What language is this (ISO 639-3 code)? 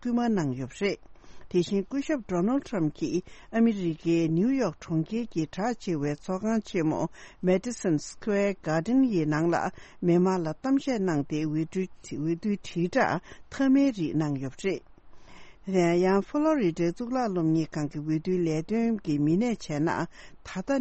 bod